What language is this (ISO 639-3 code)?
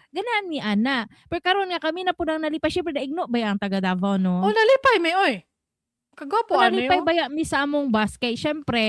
ceb